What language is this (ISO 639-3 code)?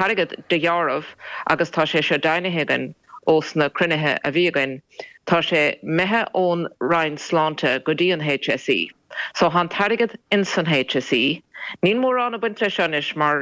gle